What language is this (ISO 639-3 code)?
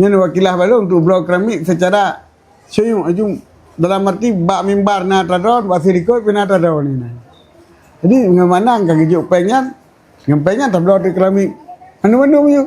ace